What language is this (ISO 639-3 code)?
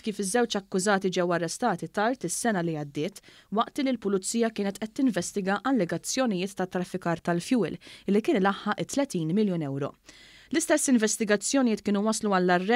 mlt